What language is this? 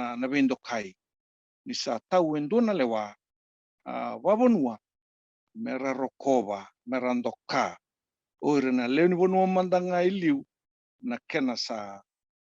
Fijian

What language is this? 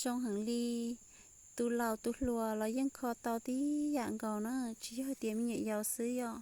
Hmong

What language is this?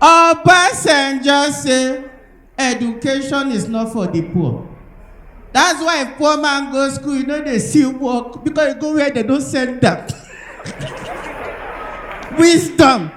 Nigerian Pidgin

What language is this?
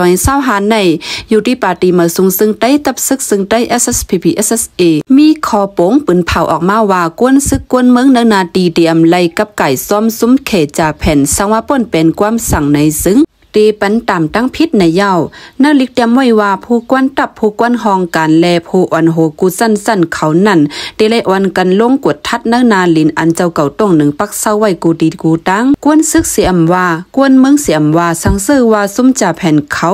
Shan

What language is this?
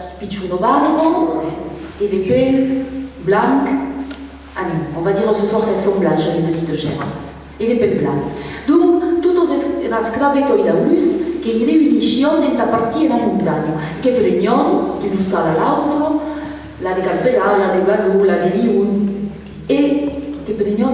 Occitan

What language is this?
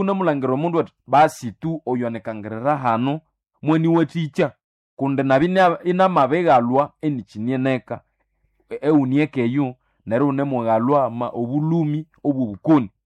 Nande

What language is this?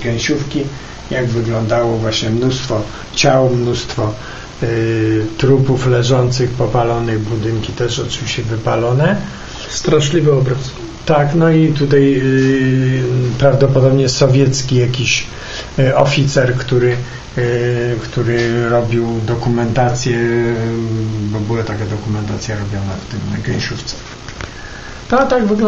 Polish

